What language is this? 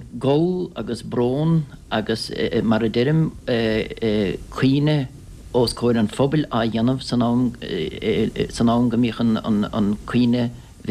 Irish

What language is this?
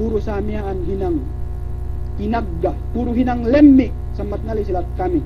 Yakan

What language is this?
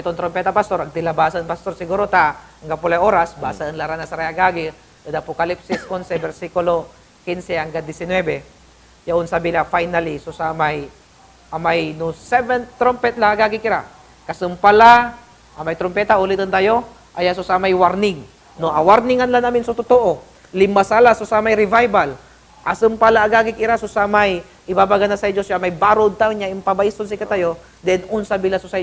Pangasinan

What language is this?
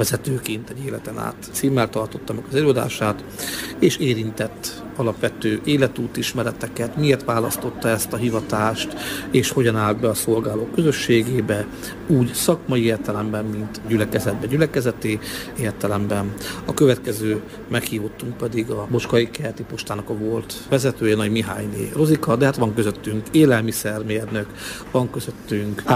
Hungarian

